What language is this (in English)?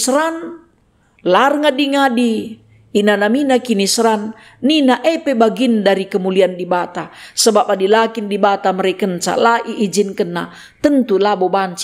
Batak Karo